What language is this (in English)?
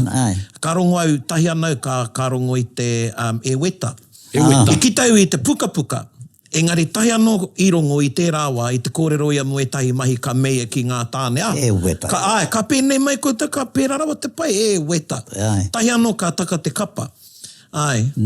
Māori